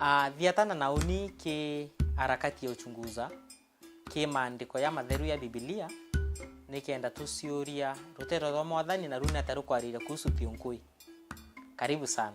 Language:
Meru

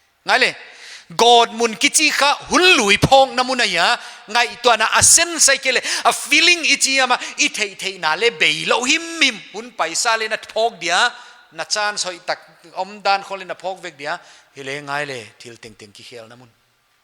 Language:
Paite Chin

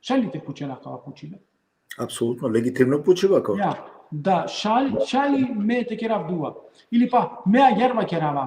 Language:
Balkan Romani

